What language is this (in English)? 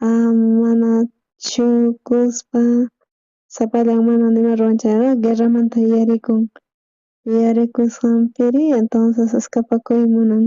South Bolivian Quechua